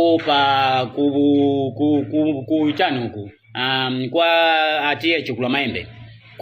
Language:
Nyanja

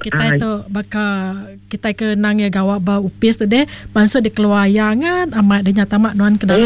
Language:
Iban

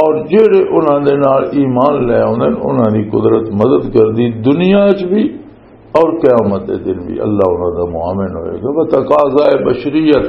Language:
Western Panjabi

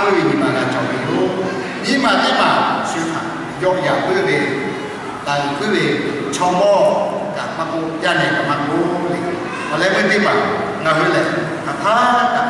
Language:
Lahu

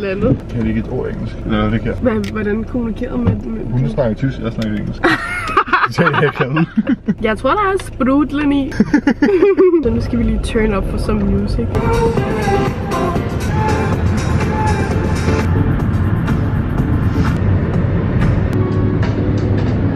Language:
Danish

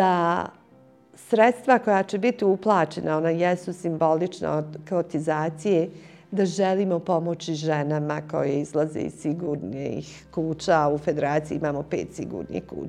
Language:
Bosnian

